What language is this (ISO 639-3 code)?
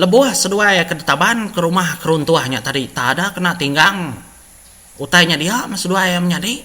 iba